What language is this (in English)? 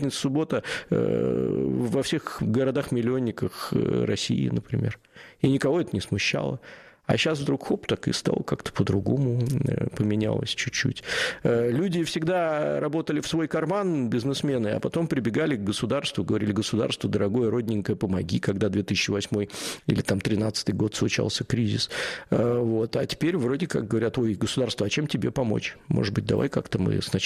Russian